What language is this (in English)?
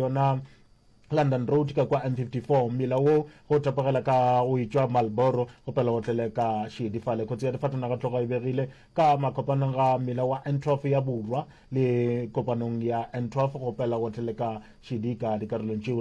Northern Sotho